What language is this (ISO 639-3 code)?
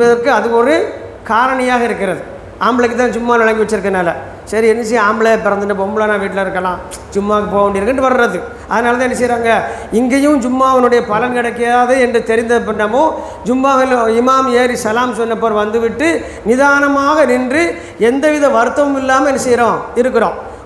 tam